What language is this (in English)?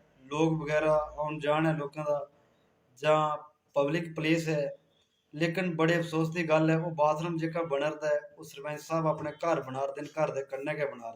Dogri